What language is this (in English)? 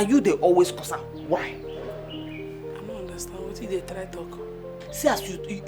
Nigerian Pidgin